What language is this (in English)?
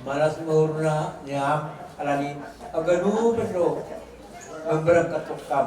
Batak Simalungun